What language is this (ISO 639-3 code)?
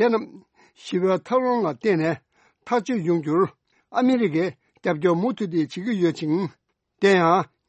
bod